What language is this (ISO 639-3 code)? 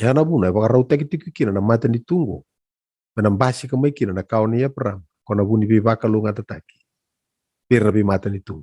fij